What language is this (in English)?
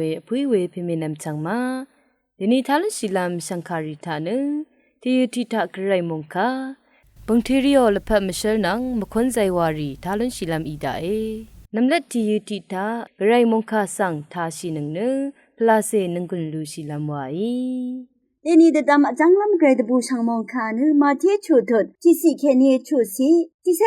Rawang